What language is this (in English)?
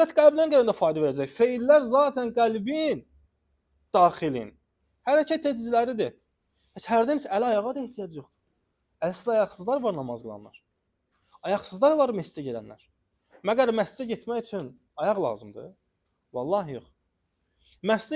Azerbaijani